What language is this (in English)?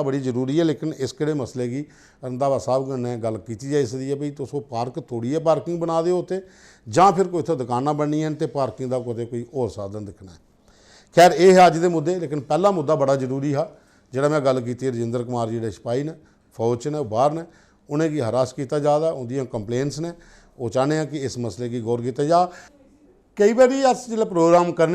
Dogri